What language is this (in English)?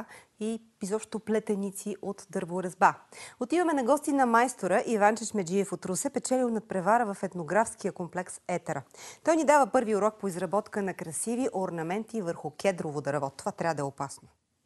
Bulgarian